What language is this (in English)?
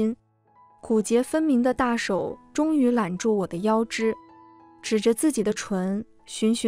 Chinese